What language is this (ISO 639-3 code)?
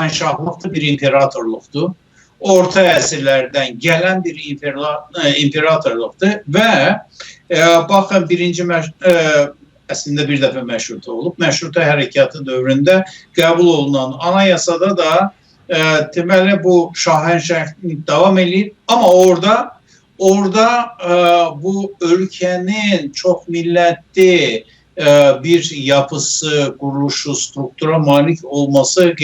azb